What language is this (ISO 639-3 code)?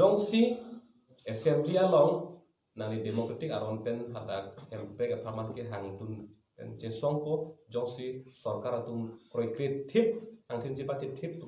mjw